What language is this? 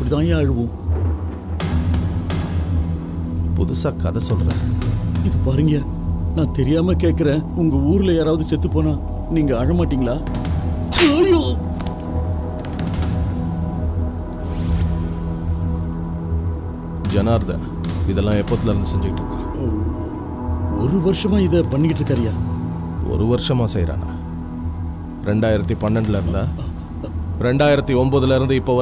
Tamil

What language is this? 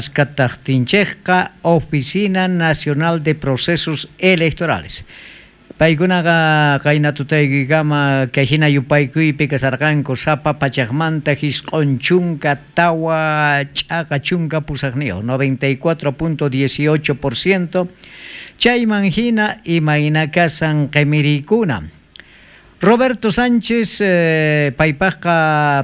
South Bolivian Quechua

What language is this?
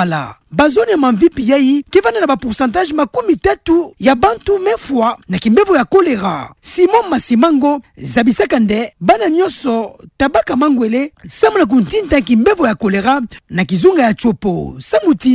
Kituba (Democratic Republic of Congo)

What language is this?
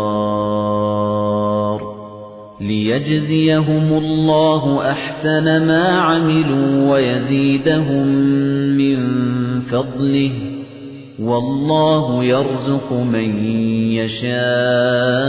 Arabic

